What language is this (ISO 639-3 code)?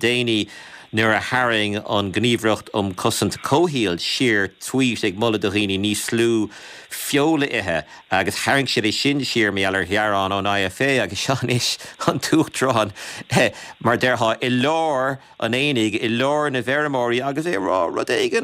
gle